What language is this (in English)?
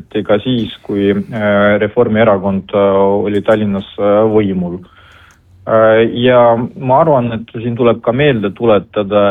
Estonian